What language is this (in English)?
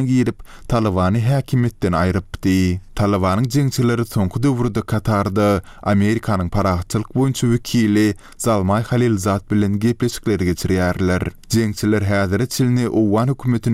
Turkmen